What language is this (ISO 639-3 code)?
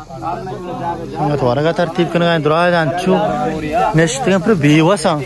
bal